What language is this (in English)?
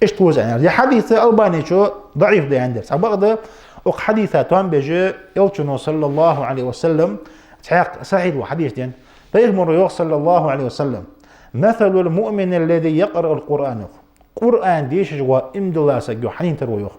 Ingush